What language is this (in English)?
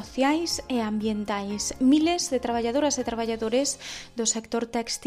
Galician